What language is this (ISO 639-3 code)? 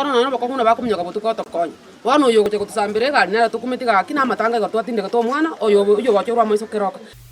guz